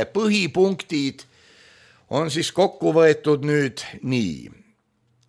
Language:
Estonian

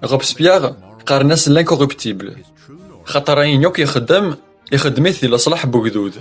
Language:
Kabyle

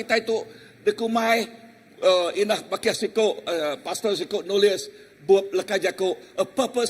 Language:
Iban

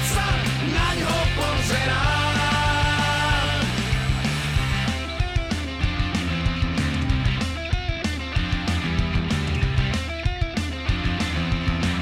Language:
Slovak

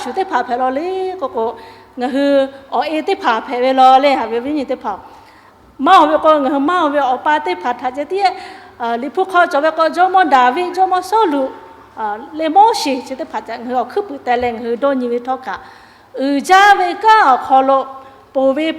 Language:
Lahu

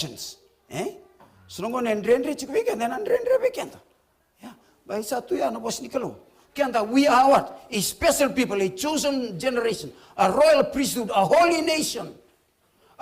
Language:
Fijian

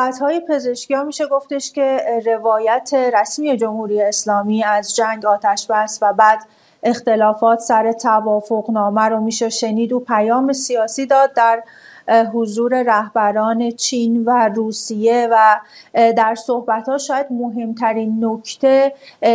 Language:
Persian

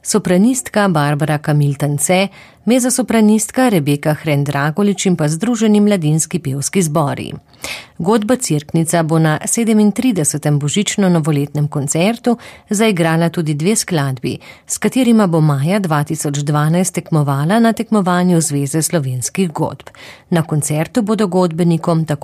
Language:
Slovenian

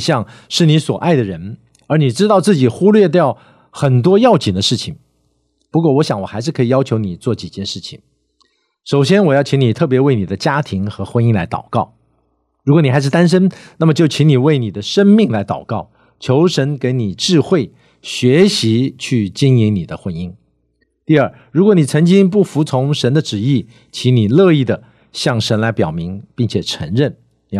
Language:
Chinese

